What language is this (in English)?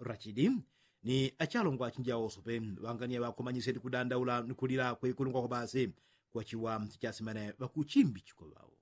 Yao